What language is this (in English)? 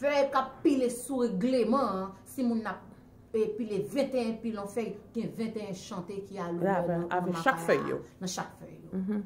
Haitian Creole